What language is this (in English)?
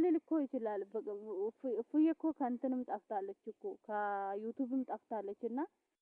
Amharic